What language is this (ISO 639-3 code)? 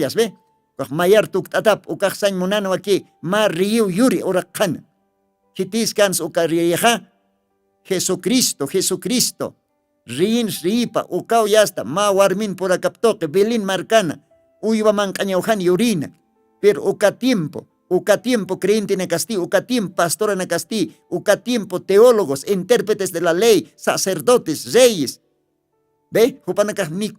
aym